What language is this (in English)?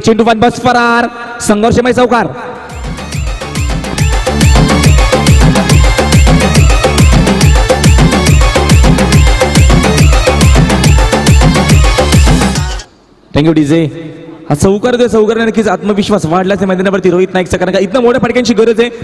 Marathi